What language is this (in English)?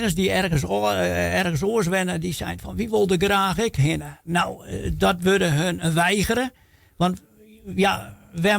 Western Frisian